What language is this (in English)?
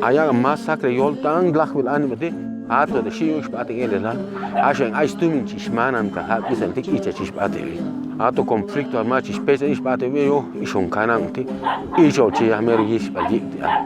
Chuj